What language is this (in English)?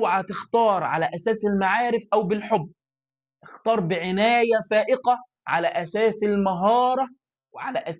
Egyptian Arabic